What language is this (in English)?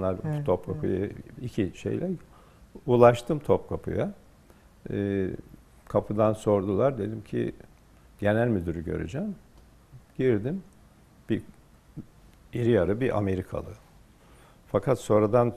Turkish